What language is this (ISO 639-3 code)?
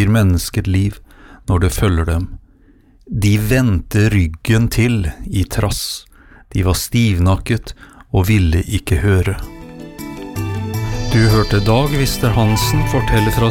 nor